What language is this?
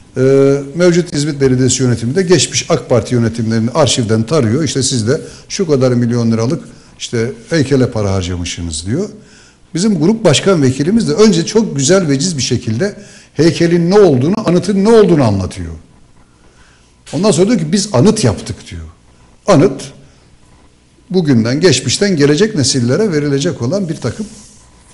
Turkish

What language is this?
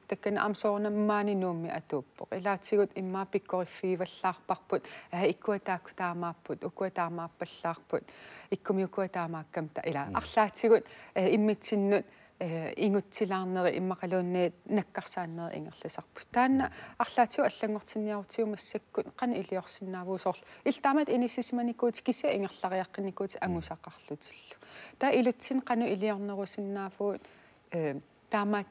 Kalaallisut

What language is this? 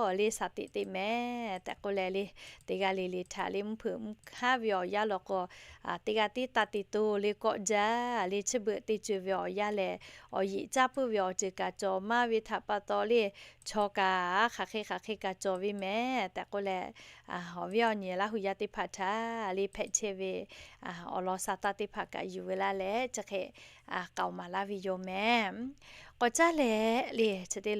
Lahu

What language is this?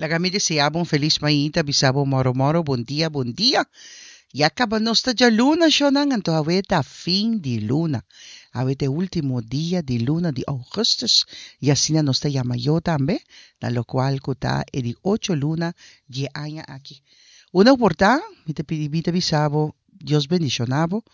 Papiamento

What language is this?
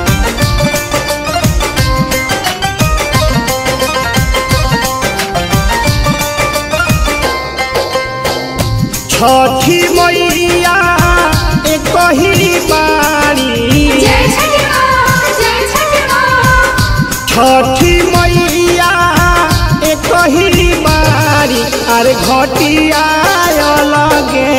Bhojpuri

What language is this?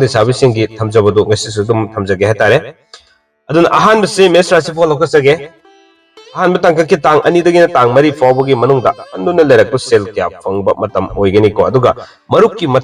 Manipuri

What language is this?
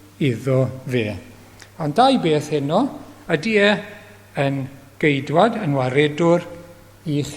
Welsh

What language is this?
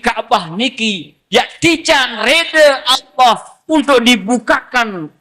Sasak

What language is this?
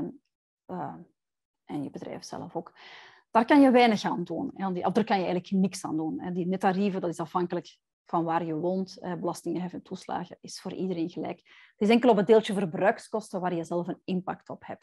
Dutch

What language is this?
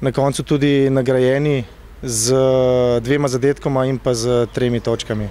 Slovenian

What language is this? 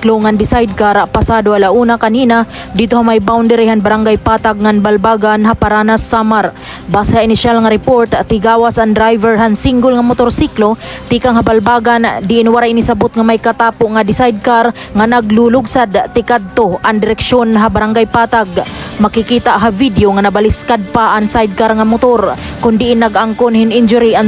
Waray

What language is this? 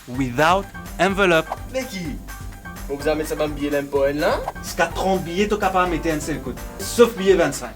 Morisyen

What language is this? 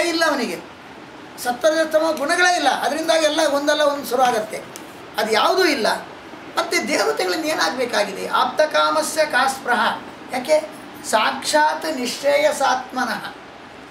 Kannada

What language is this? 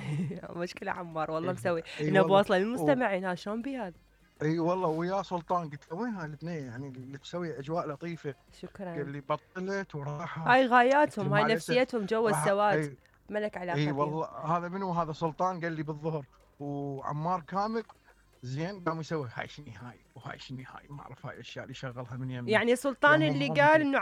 Mesopotamian Arabic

